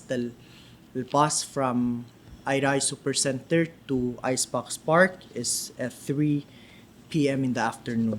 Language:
Palauan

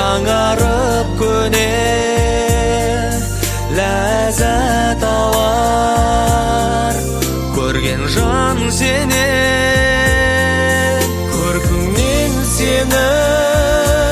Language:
Kazakh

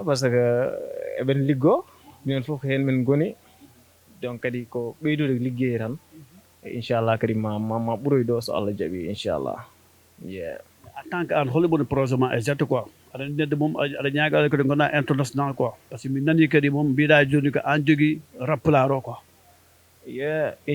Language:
Fula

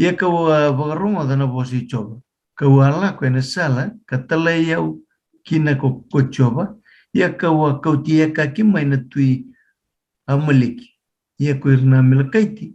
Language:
Fijian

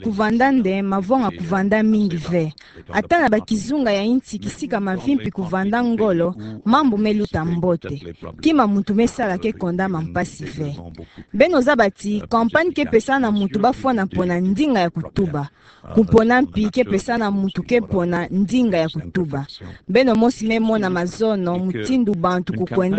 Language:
Kituba (Democratic Republic of Congo)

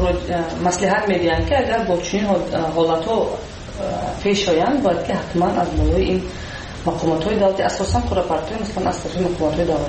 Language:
Persian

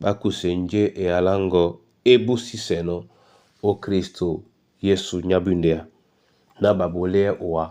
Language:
Duala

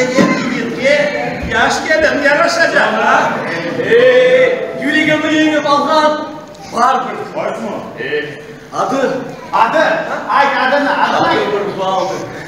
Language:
Crimean Tatar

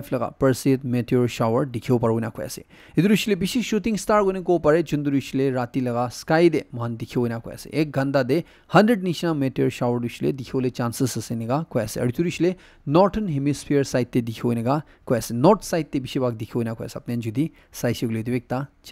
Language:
Naga Pidgin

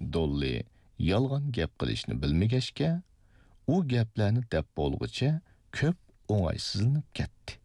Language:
Uyghur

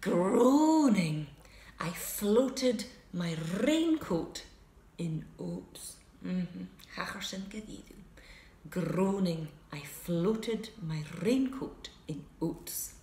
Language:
Scottish Gaelic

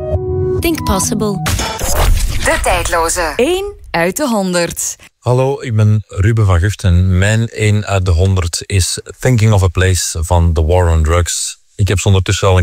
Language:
Dutch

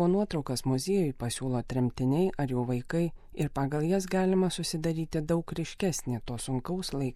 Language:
Lithuanian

